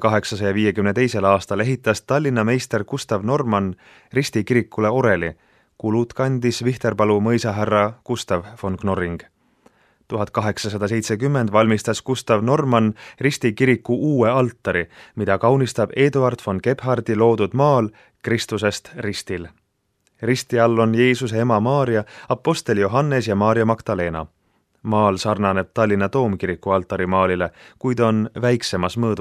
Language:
Estonian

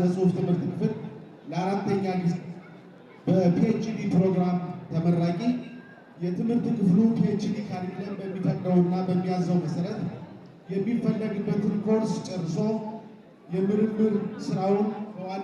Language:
Amharic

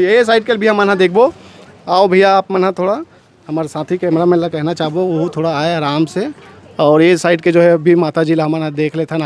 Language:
Chhattisgarhi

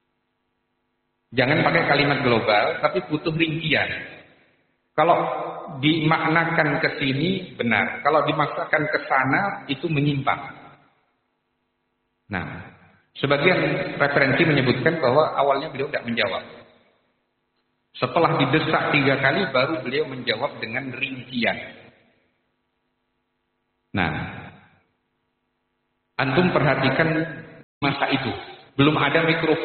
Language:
Indonesian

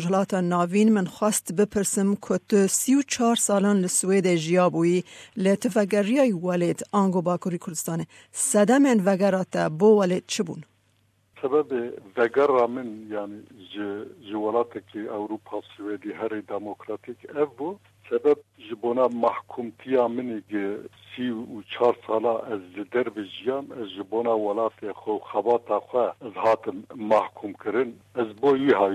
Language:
Kurdish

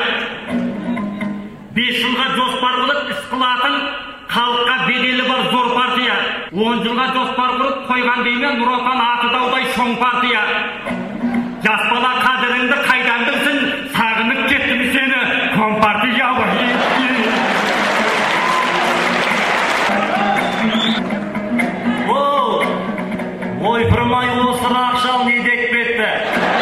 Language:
Kazakh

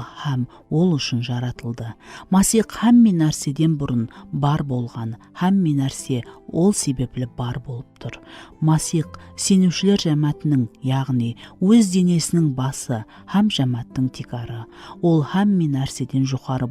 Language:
Kara-Kalpak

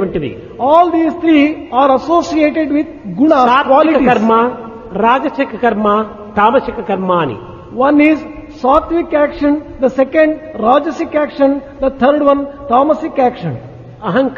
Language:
Telugu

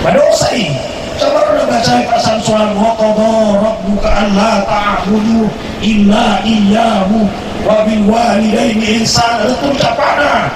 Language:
Buginese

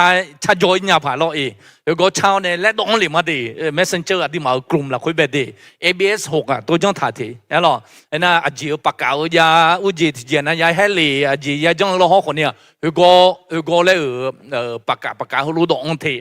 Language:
Akha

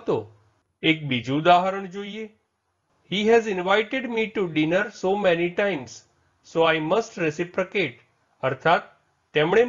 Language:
Gujarati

